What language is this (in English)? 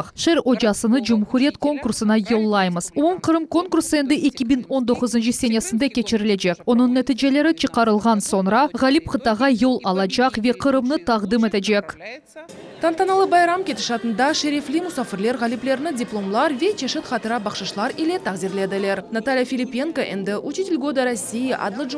Crimean Tatar